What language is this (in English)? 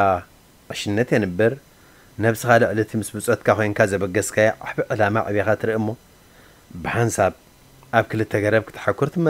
Tigrinya